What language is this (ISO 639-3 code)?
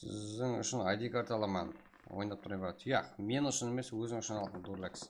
kaa